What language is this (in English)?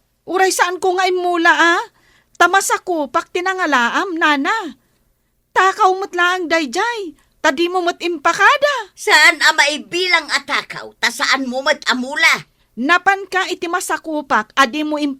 Iloko